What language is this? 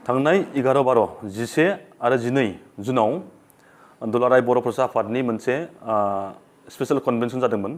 Bodo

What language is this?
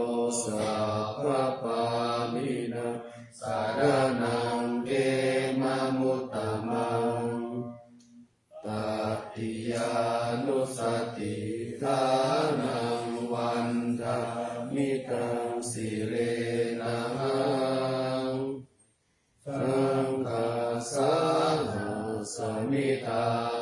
Pali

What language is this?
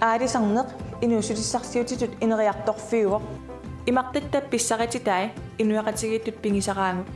Kalaallisut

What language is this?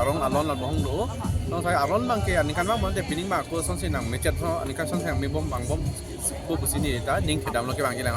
Karbi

